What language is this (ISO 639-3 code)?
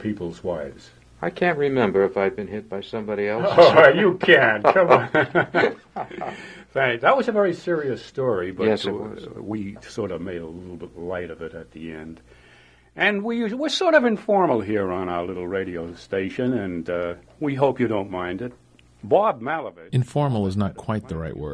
eng